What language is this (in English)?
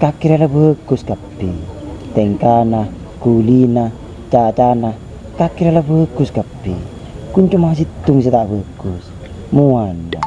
Madurese